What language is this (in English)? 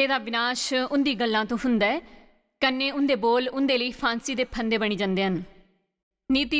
Dogri